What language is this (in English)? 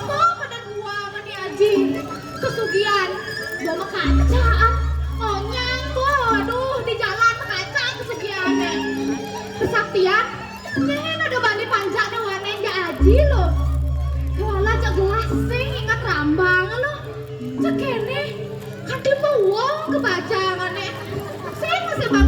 Balinese